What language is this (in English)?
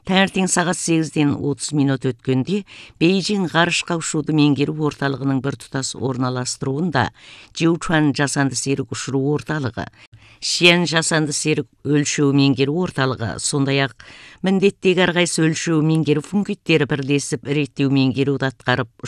Kazakh